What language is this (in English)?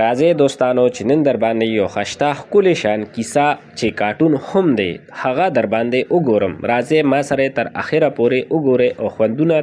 Pashto